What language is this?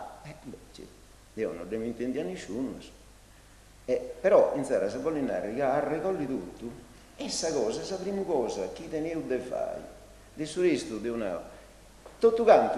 Sardinian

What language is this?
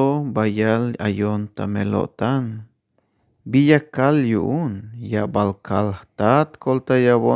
Tzeltal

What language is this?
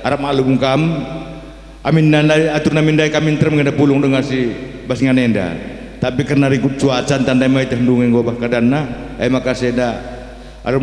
Batak Karo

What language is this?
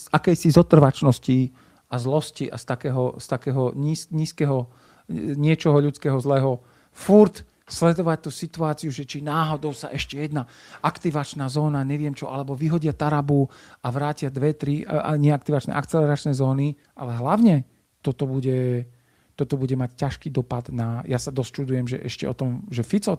Slovak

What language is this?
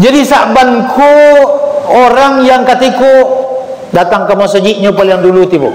Minangkabau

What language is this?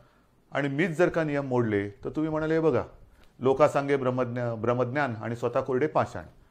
Marathi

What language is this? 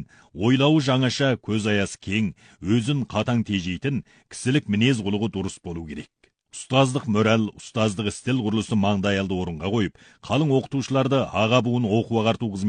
Kazakh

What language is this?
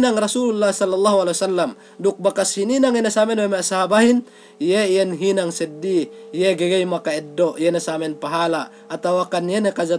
Yakan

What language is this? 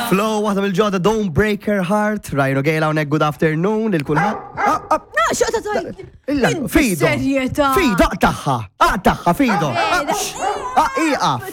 Maltese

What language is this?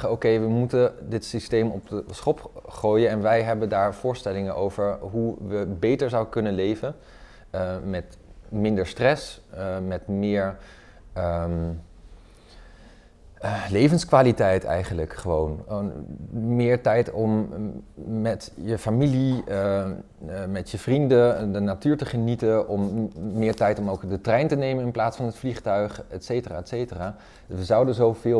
Dutch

